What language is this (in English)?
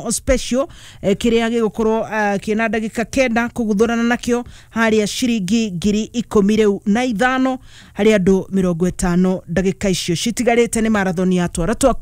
Kikuyu